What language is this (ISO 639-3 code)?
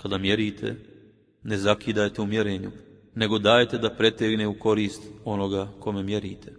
bos